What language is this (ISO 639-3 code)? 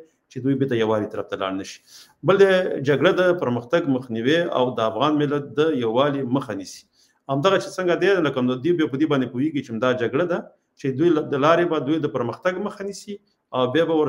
pus